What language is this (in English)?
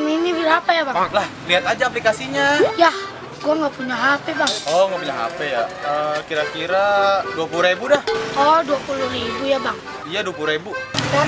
Betawi